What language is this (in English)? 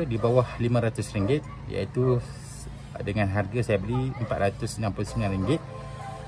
Malay